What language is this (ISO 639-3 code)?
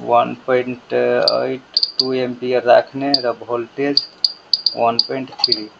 nep